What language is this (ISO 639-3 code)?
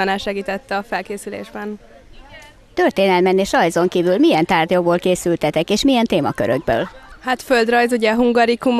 hun